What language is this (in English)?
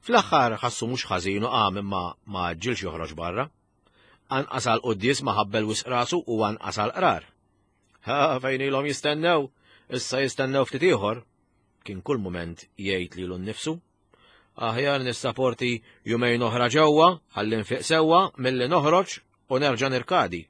Maltese